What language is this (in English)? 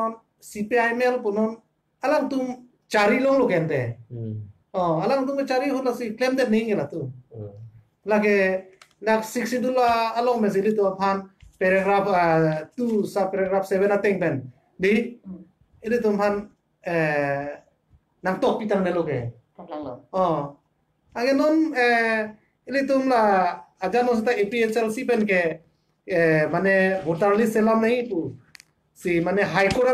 Karbi